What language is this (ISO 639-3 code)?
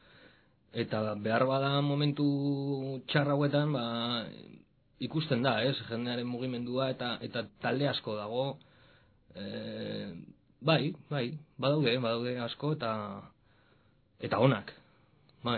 eus